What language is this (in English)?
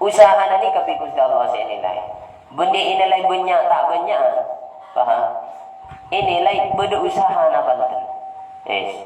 Madurese